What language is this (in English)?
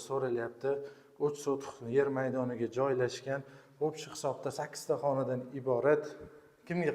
Uzbek